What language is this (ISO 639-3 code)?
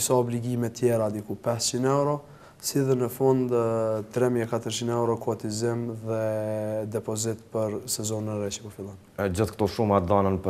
sqi